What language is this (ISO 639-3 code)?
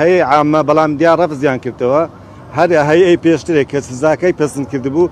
ckb